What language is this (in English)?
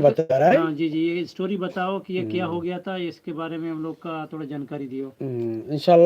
Eastern Balochi